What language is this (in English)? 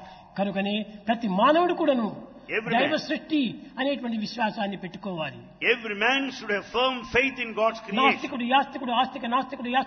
Telugu